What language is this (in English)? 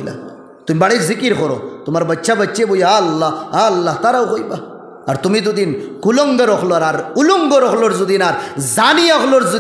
Sylheti